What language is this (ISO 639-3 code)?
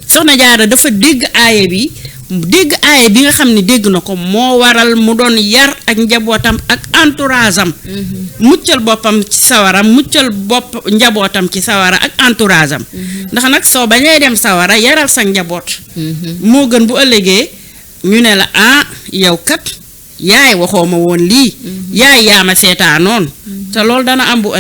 wol